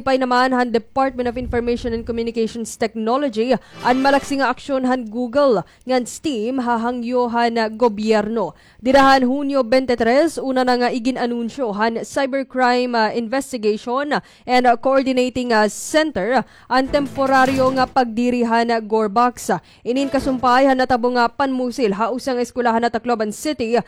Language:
Waray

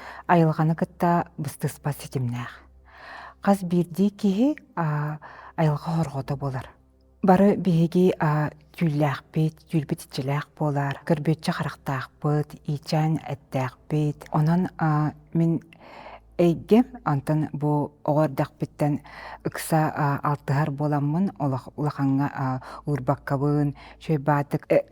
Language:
Yakut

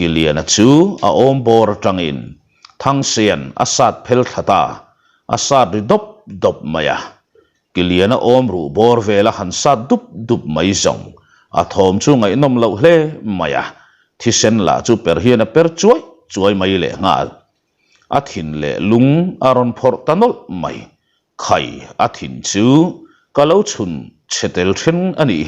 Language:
Mizo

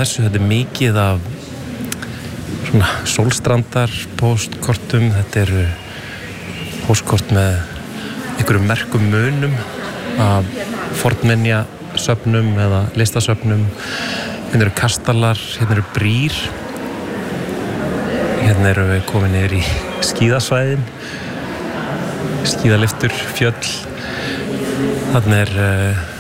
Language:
Icelandic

